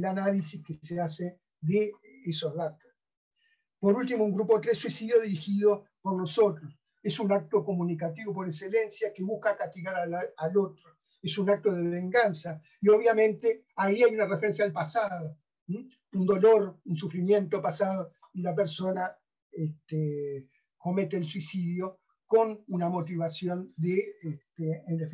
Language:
Spanish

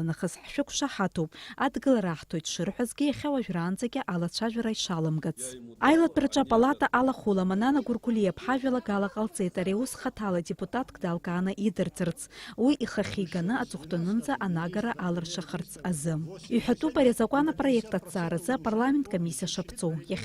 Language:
Abkhazian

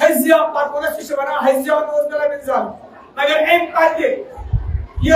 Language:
Kashmiri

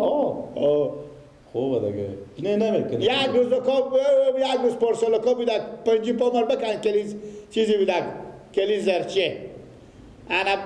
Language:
Persian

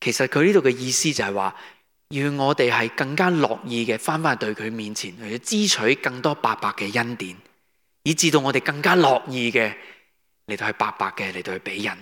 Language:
Cantonese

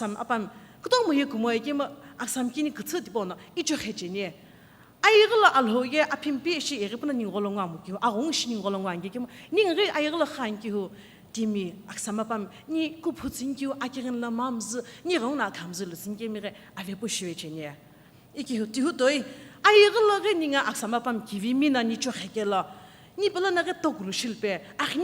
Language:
Sumi Naga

